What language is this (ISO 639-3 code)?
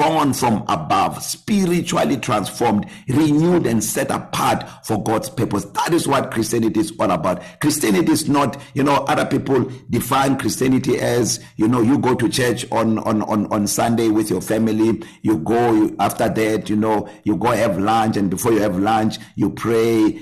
eng